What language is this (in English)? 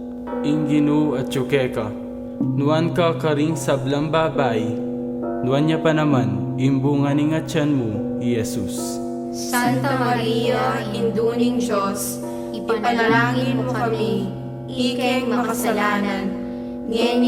Pampanga